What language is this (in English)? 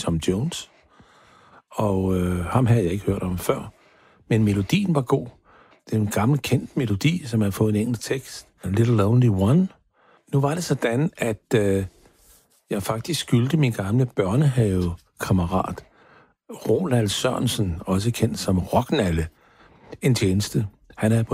Danish